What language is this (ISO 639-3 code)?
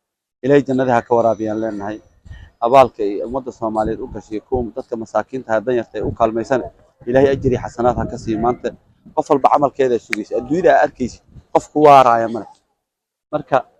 som